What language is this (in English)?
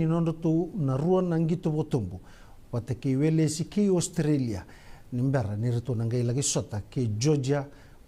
Fijian